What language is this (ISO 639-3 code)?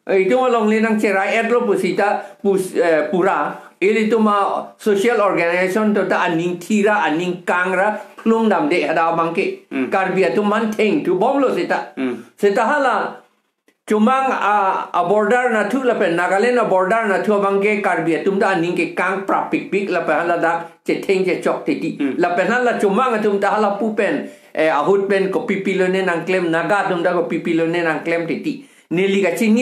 mjw